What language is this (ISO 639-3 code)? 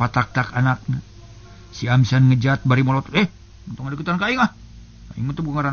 sun